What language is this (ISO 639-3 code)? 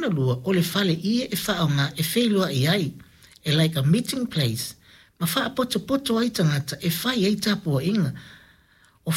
smo